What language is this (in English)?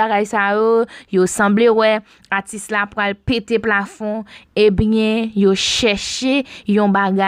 Haitian Creole